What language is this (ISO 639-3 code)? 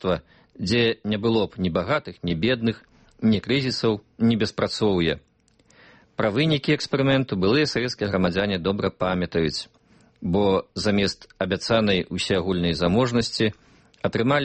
bel